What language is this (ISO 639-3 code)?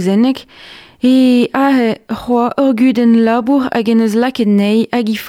bre